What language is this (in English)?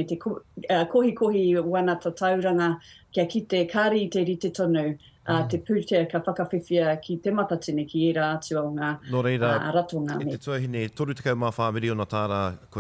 Māori